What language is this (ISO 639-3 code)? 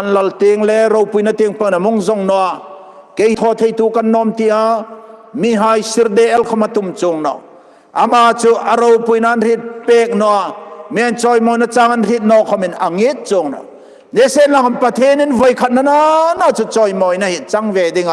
hmr